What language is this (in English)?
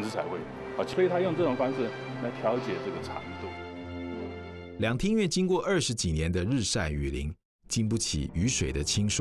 Chinese